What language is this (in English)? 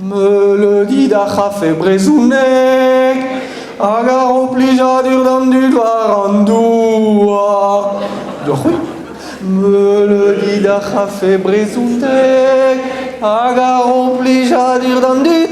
Breton